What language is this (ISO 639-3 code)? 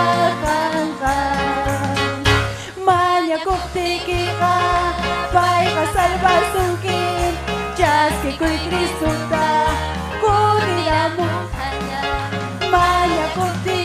quy